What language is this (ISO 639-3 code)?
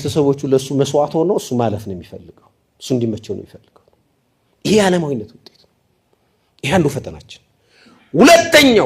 amh